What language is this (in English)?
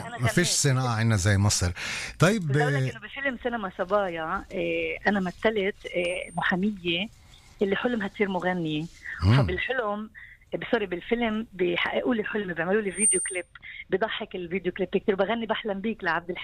North Levantine Arabic